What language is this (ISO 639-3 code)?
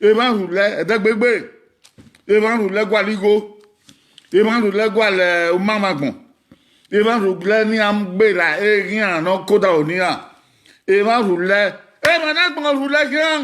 bin